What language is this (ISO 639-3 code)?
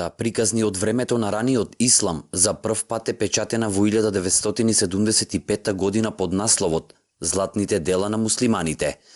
mkd